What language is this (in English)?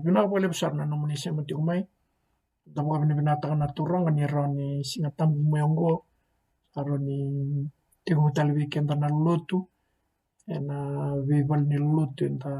Fijian